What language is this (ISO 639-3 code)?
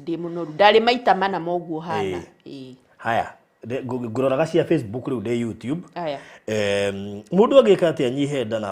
kik